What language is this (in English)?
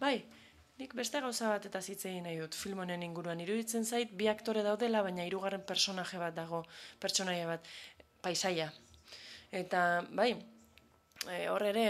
Basque